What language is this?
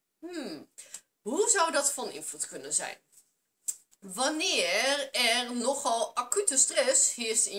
Dutch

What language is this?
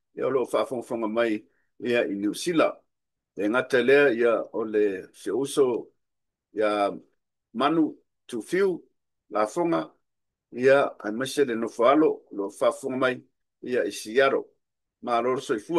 Samoan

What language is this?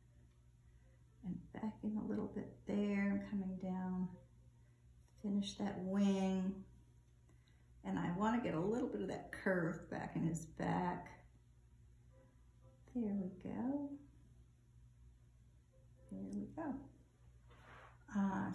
English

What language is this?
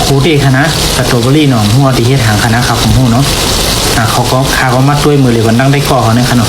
Shan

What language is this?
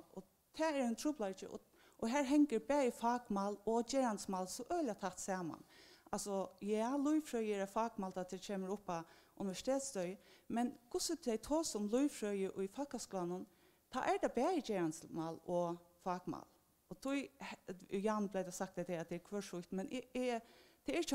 Faroese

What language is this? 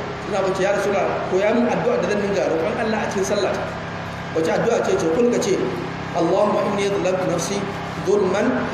Hausa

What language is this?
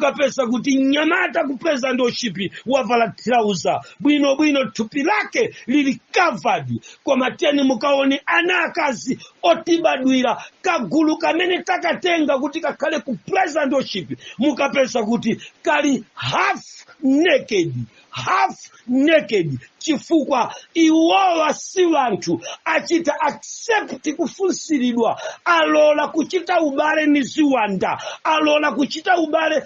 Nyanja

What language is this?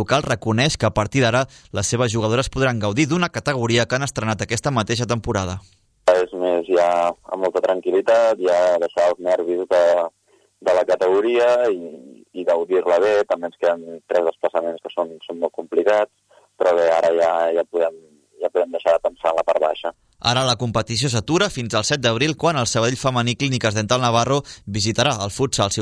Catalan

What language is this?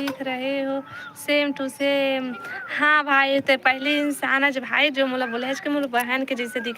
Chhattisgarhi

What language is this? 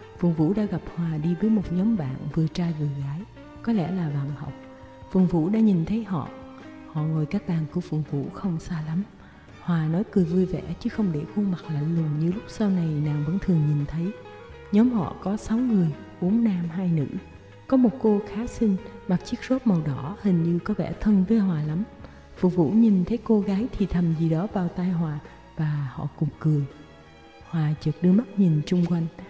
Vietnamese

